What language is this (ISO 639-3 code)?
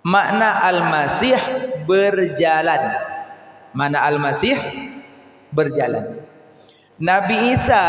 ace